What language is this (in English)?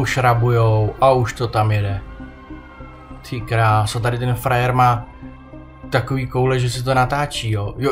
Czech